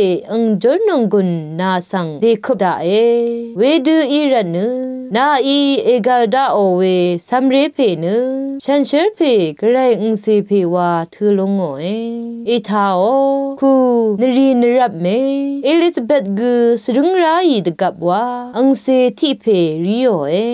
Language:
Rawang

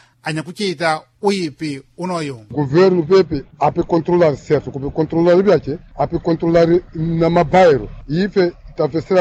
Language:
Sena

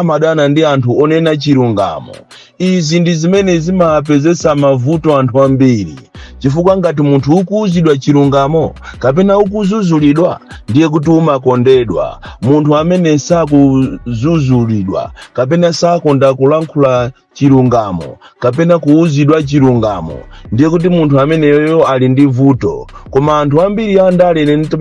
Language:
Nyanja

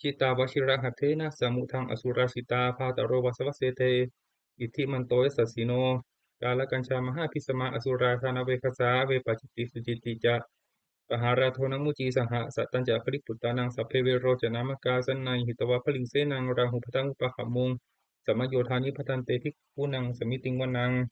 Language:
Pali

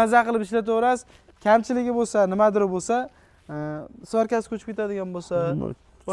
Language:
Uzbek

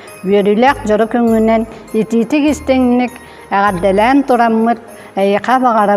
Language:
Yakut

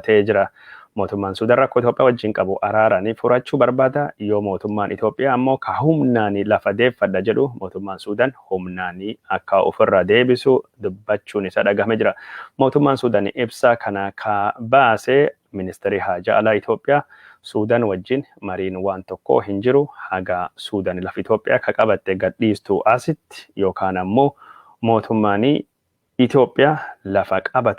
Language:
Oromo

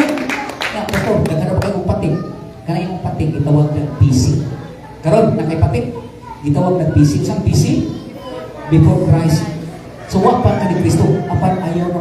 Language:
Cebuano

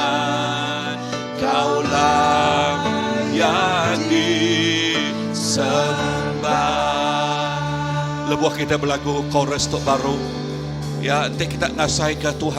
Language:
Iban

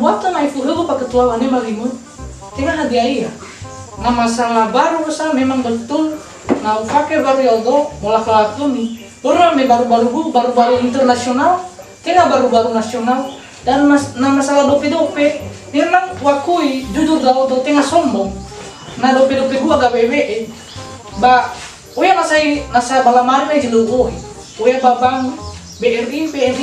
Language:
Nias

